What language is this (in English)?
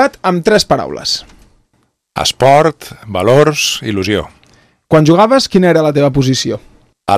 Catalan